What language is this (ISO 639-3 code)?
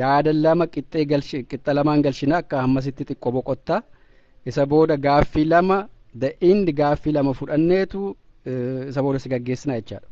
orm